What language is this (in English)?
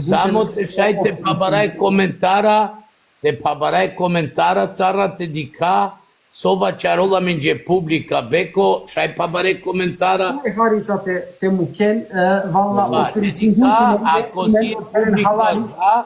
Balkan Romani